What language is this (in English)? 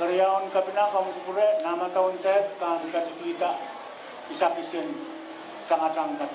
Pohnpeian